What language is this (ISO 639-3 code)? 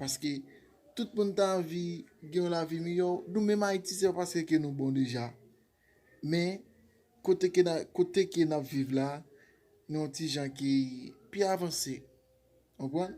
hat